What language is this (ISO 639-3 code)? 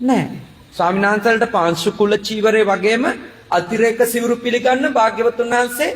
sin